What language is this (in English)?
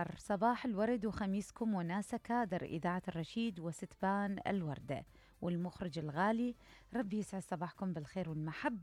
Mesopotamian Arabic